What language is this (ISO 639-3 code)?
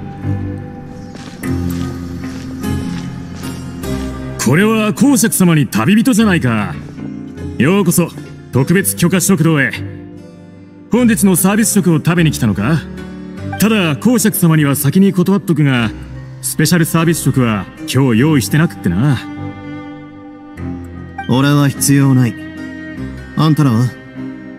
jpn